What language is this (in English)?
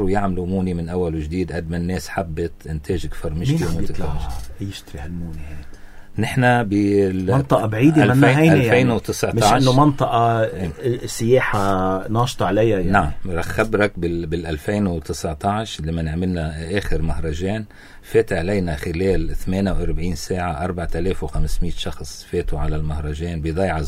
North Levantine Arabic